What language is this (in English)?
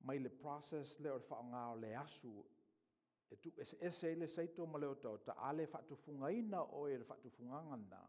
Samoan